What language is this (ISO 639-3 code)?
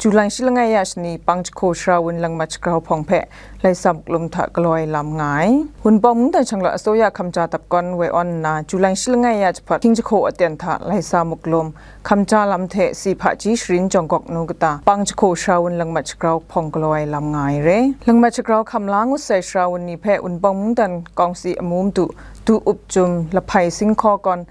kac